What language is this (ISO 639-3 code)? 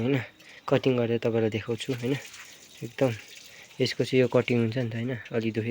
nep